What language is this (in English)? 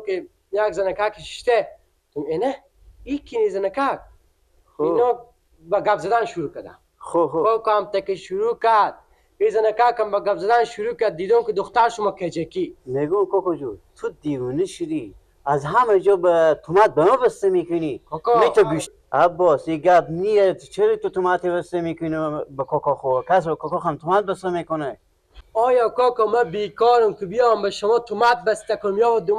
Persian